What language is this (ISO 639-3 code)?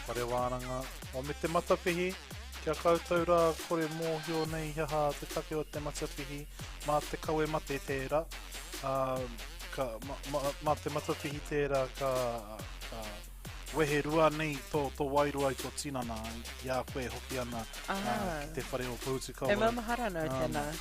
mri